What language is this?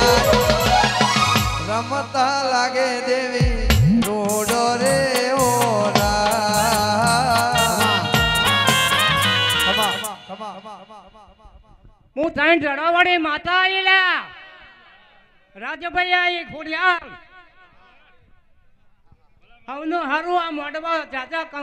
Gujarati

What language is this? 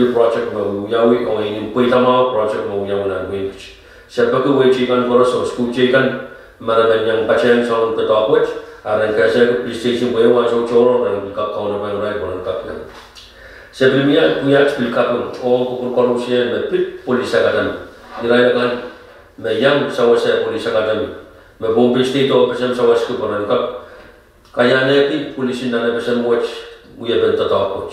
Pohnpeian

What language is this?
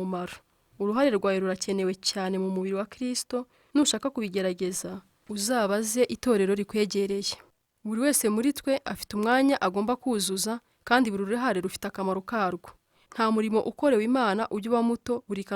Kinyarwanda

